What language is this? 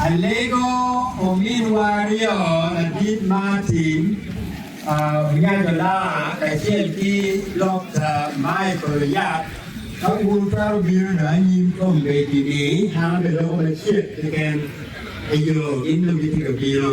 Acoli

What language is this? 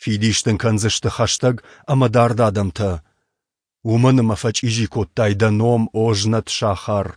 Ossetic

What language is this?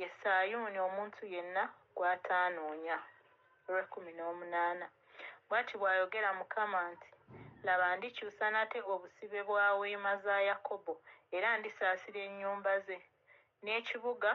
Ganda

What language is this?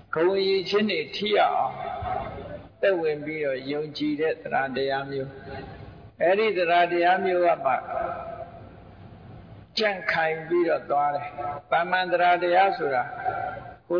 Burmese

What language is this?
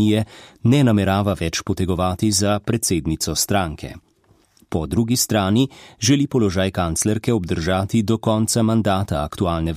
Slovenian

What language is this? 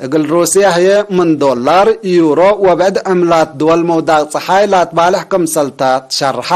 Tigre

